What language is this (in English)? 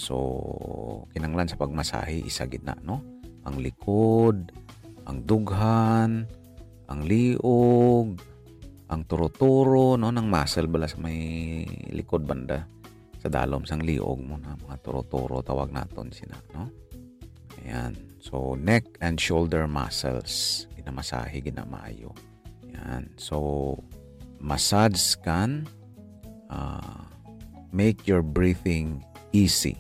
Hiligaynon